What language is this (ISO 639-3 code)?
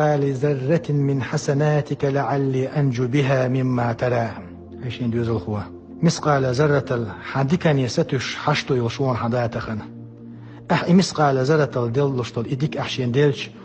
che